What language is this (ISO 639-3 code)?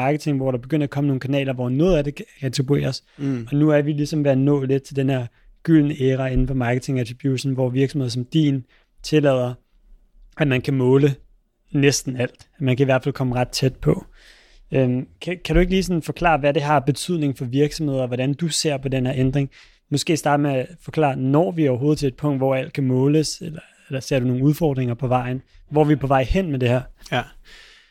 dan